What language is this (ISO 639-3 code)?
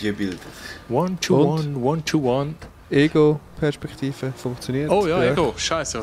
gsw